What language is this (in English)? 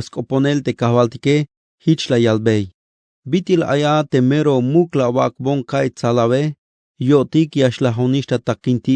Tzeltal